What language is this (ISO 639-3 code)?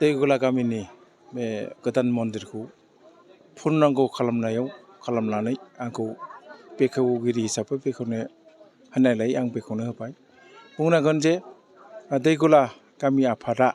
brx